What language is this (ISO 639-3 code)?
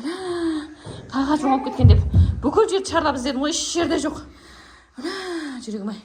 kaz